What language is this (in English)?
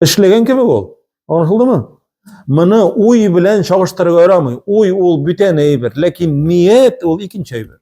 Tatar